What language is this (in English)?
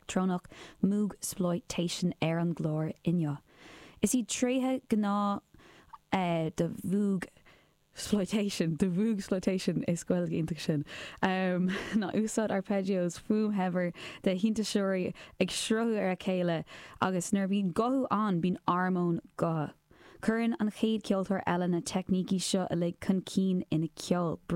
Irish